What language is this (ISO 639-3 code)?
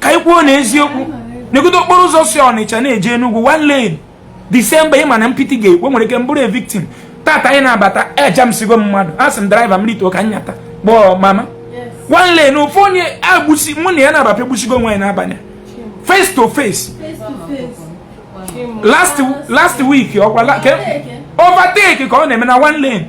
ibo